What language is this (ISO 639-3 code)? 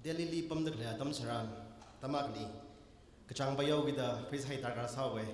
nmf